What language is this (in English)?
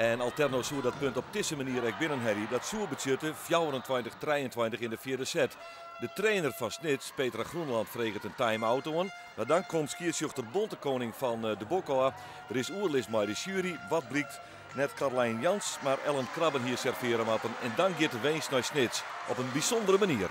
Western Frisian